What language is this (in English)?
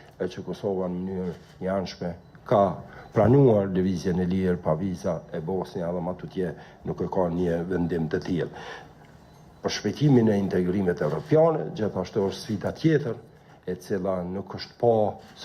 Albanian